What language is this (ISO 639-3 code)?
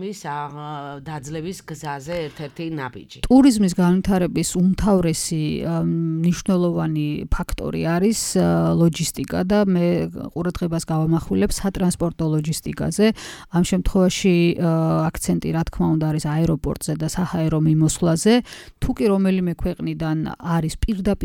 kat